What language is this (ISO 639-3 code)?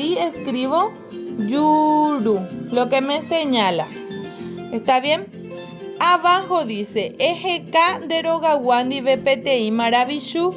grn